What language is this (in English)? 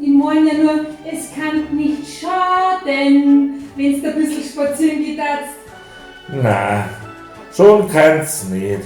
Bavarian